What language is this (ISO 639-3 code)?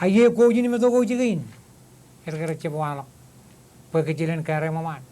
mah